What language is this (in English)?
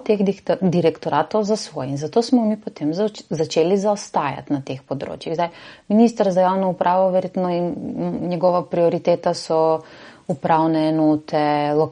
Slovenian